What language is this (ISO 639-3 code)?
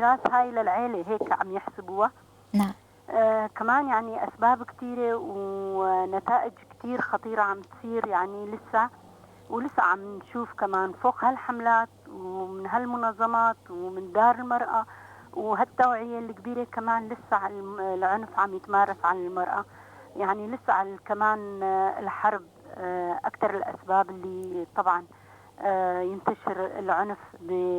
apc